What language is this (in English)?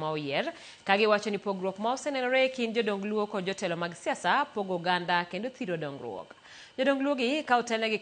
Luo (Kenya and Tanzania)